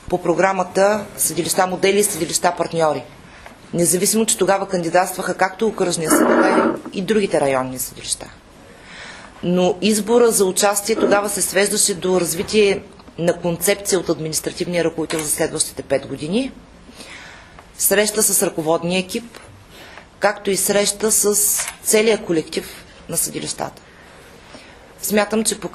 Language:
Bulgarian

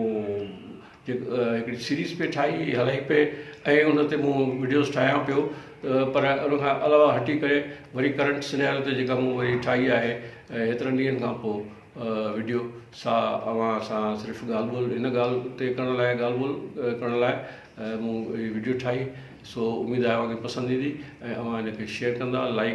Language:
Sindhi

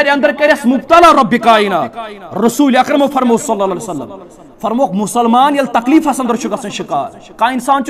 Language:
Kashmiri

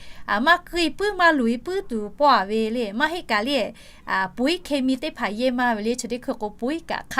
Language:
Lahu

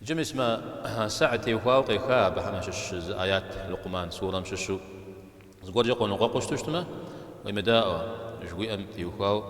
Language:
Kabardian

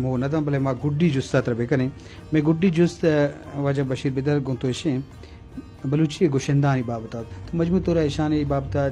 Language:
Eastern Balochi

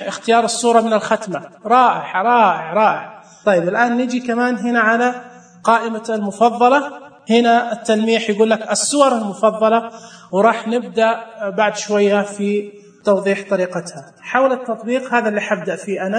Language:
Najdi Arabic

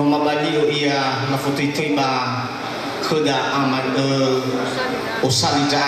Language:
Nias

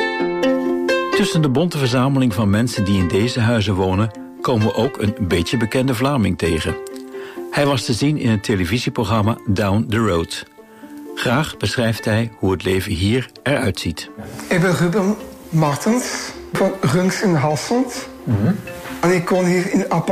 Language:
Dutch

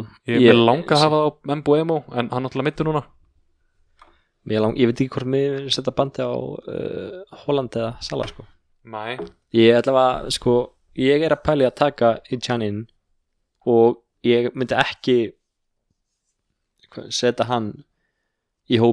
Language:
Icelandic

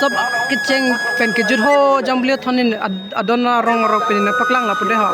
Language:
Karbi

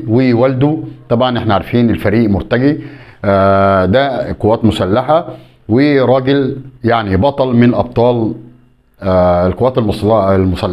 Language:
Egyptian Arabic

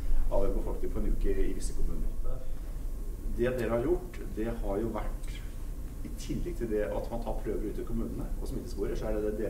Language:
Norwegian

